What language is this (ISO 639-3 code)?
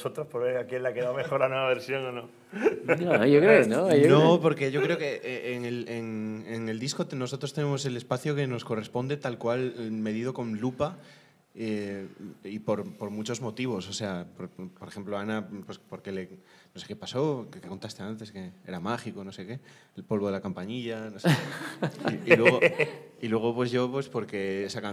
spa